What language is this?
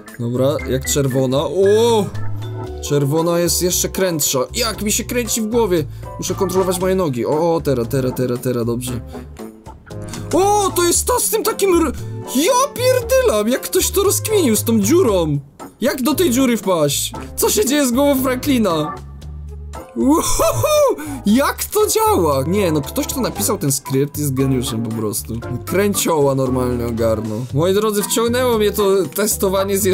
Polish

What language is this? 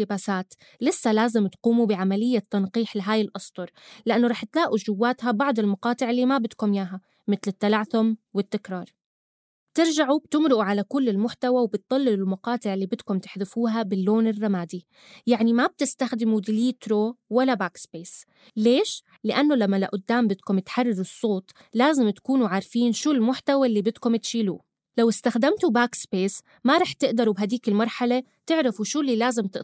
North Levantine Arabic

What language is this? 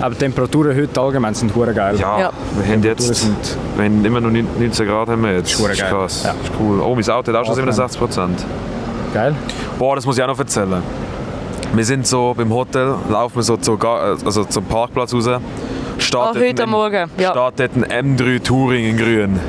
Swiss German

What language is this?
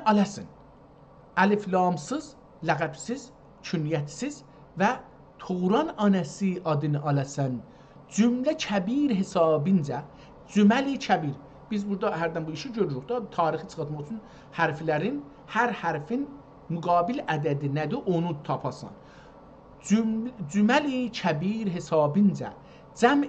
South Azerbaijani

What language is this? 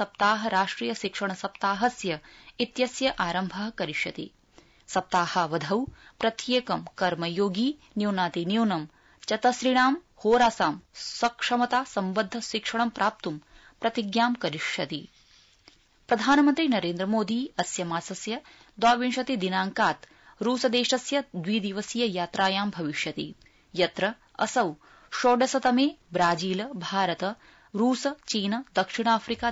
Sanskrit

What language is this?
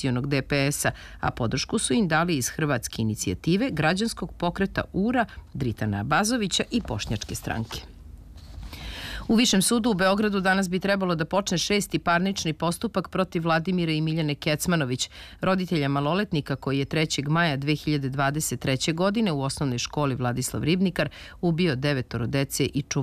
Serbian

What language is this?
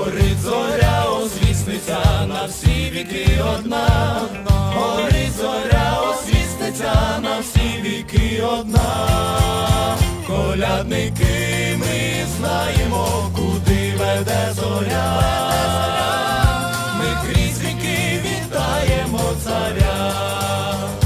Ukrainian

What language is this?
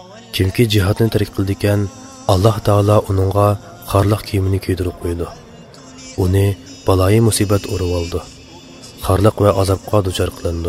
Uyghur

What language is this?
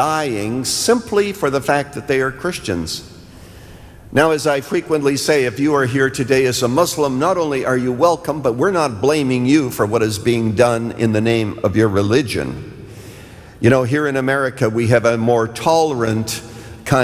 English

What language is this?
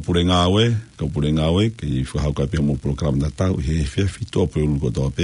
Tongan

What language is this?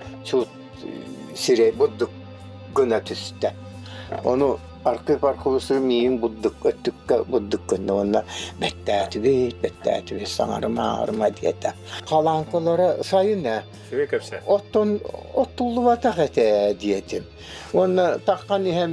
Yakut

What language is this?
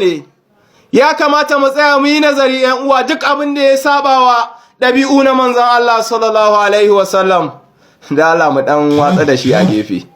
Hausa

